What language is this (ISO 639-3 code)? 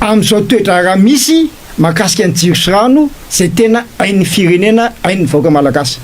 mlg